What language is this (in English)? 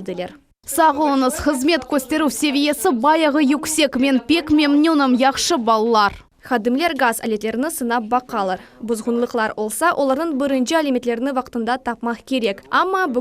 Crimean Tatar